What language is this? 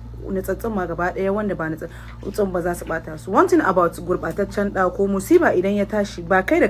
Hausa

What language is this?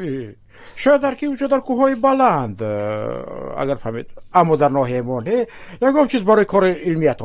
Tajik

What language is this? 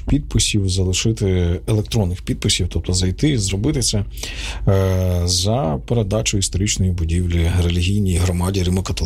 Ukrainian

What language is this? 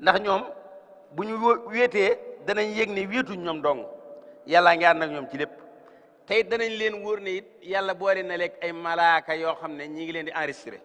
Wolof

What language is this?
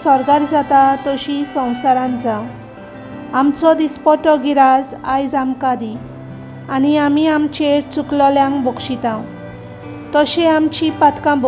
Konkani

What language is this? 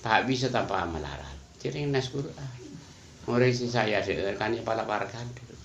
Madurese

